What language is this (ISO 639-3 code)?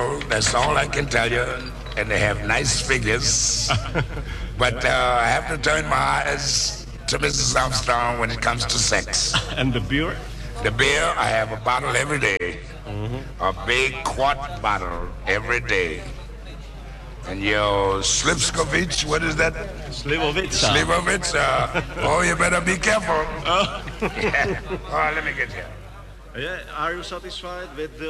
ces